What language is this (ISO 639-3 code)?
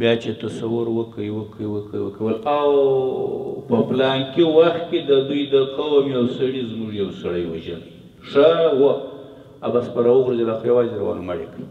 pus